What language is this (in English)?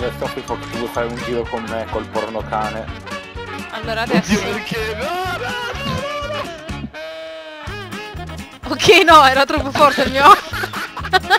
Italian